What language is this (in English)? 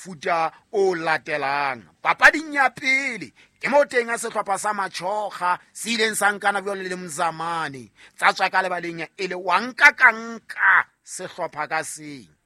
Southern Sotho